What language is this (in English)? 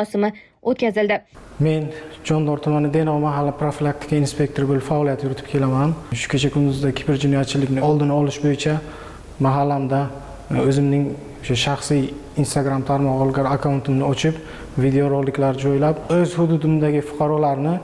Uzbek